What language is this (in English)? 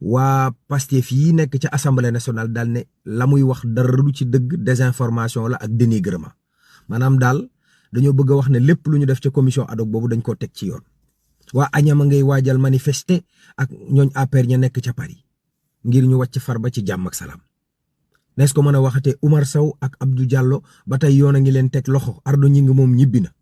Wolof